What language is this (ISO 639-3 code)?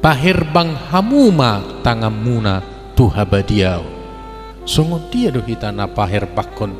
bbc